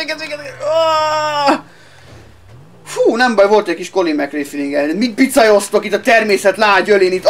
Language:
Hungarian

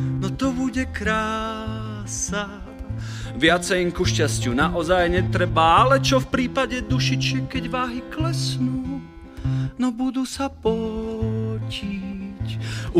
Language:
Slovak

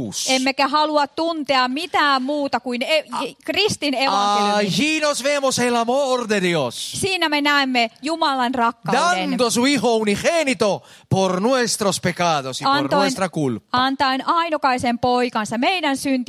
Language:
Finnish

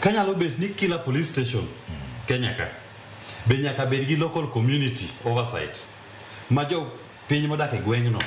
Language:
Luo (Kenya and Tanzania)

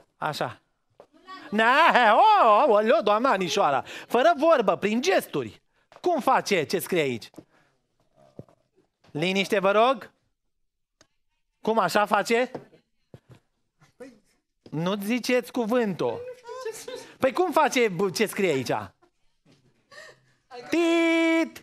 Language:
Romanian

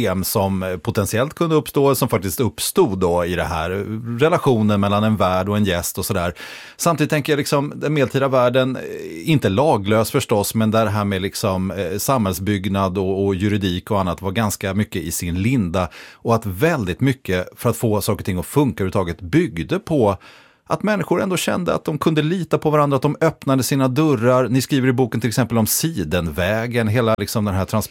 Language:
Swedish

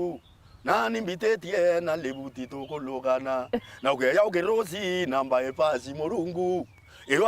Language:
Meru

